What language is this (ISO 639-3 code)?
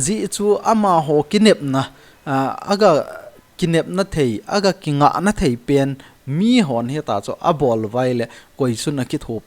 tcz